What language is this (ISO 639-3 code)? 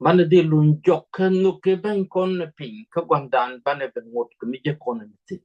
nus